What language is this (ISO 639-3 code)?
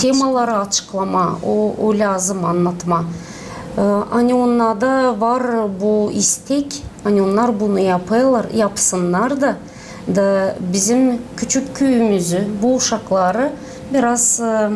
gag